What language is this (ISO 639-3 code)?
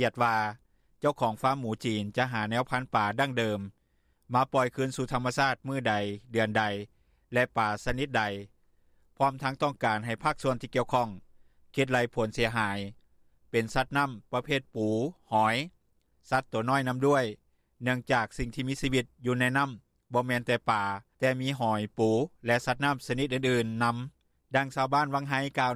lao